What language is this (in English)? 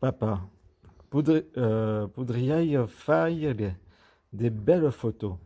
Occitan